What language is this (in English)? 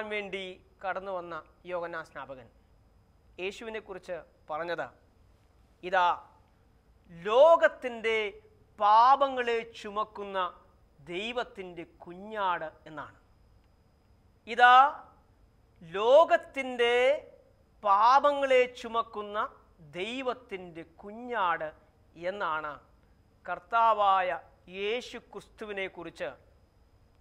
Malayalam